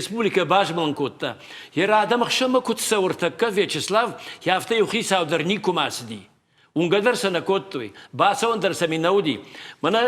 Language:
Ossetic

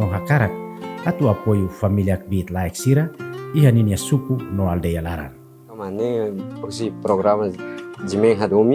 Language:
Tetum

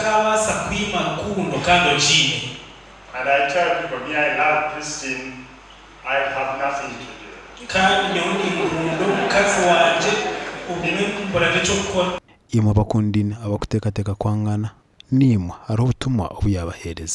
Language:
Nyankole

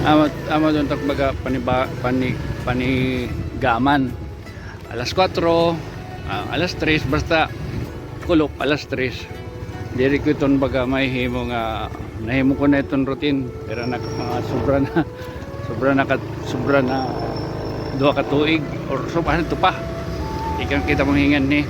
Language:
Waray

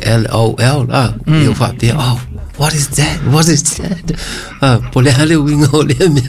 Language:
Samoan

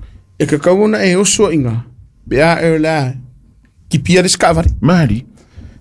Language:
Samoan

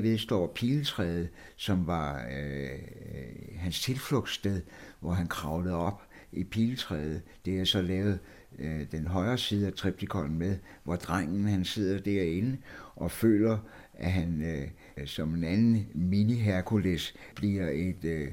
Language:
Danish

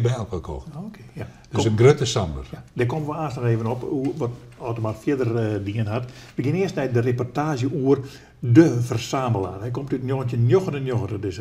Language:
Western Frisian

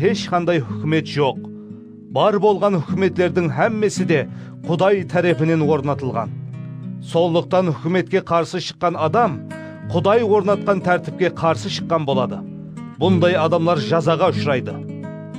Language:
Kara-Kalpak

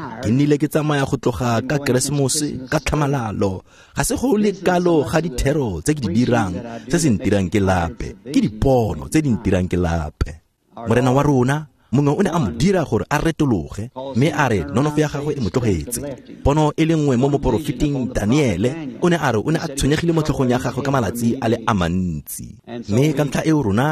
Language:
Tswana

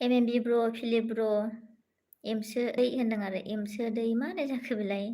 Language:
Bodo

